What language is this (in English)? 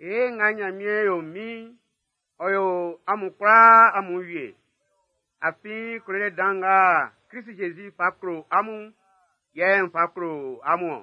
Baoulé